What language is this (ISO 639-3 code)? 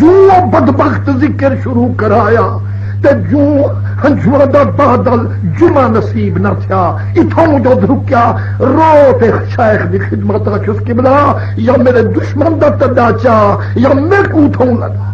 skr